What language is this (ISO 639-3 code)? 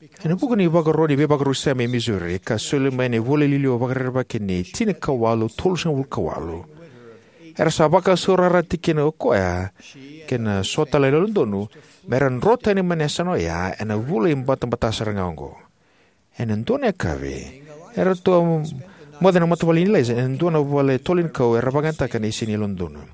fij